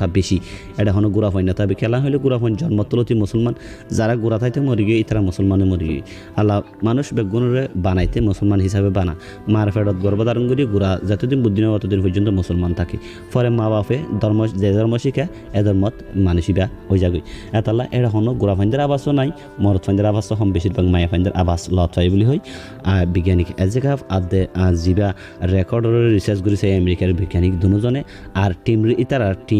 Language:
Rohingya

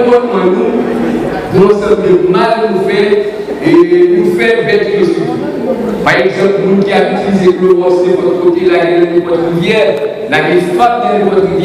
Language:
Haitian Creole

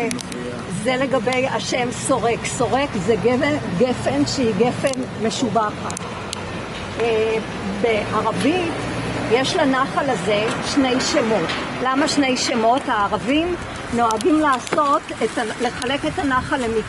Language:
Hebrew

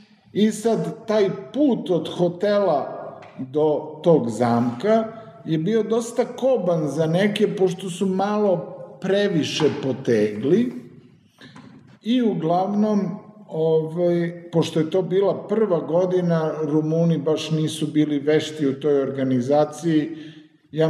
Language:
Serbian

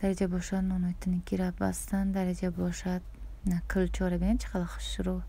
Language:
Tajik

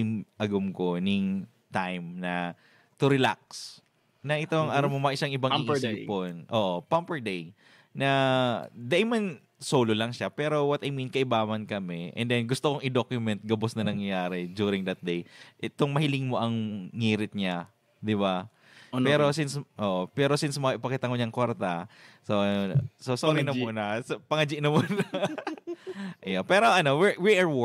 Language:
Bikol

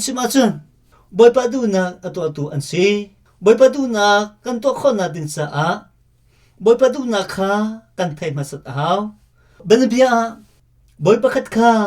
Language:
Hakha Chin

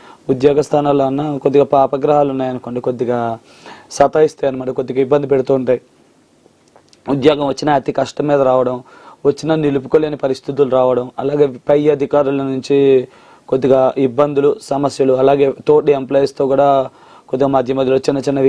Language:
Telugu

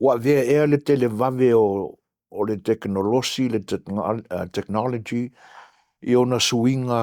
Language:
Samoan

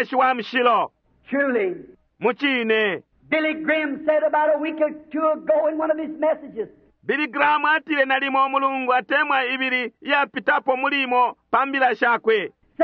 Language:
Bemba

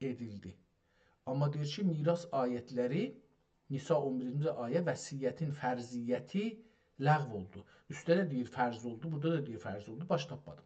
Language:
South Azerbaijani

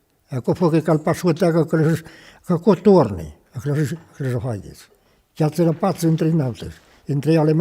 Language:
Occitan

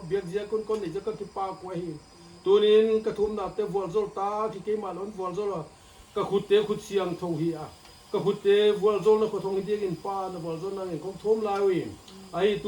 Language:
Paite Chin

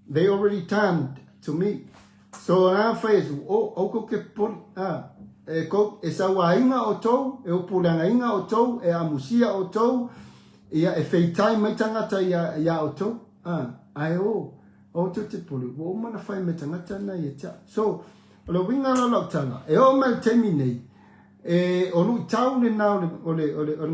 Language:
Samoan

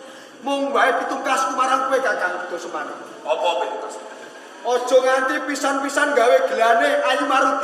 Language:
Javanese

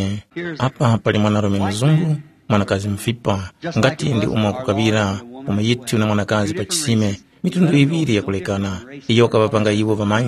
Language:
Tumbuka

